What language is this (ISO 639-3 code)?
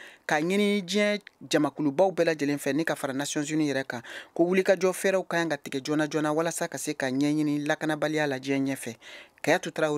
bam